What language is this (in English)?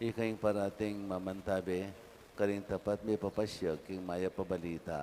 Pampanga